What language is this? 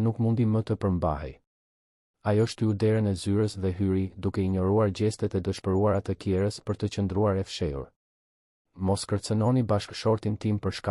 Albanian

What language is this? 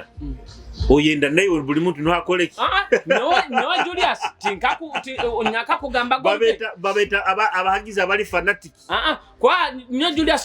Nyoro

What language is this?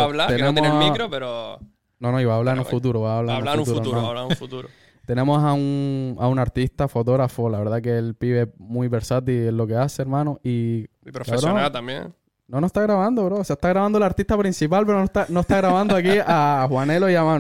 Spanish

